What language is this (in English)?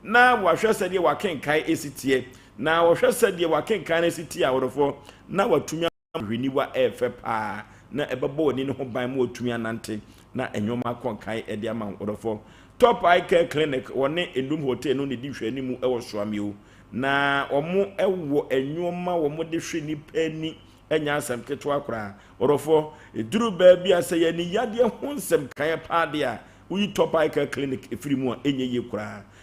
Akan